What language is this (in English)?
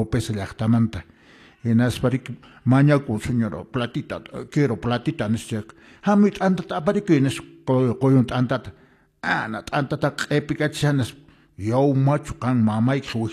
Quechua